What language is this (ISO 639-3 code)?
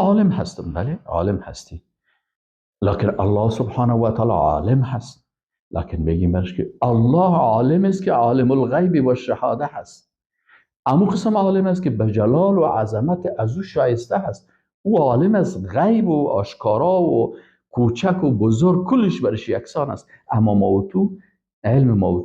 fas